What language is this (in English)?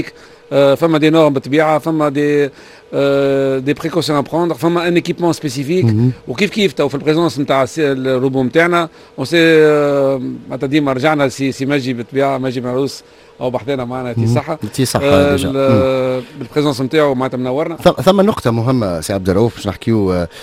Tunisian Arabic